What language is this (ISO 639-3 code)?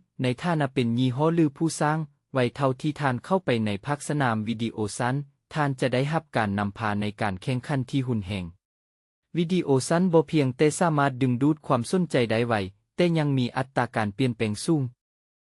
lao